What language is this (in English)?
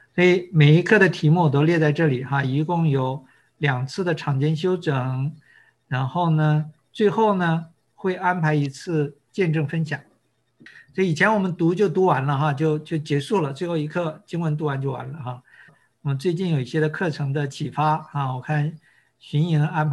Chinese